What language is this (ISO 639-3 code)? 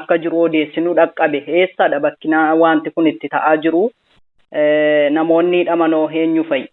orm